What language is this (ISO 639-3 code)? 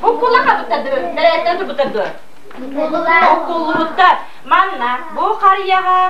sah